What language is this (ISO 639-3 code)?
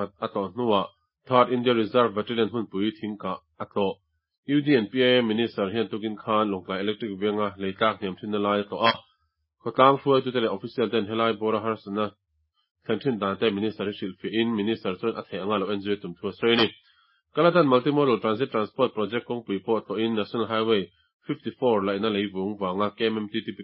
lus